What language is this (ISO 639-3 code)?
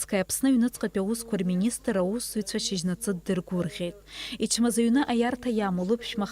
abk